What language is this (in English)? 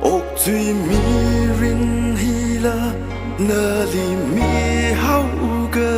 Tangkhul Naga (India)